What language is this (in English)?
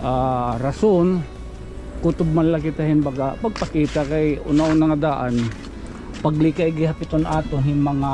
Waray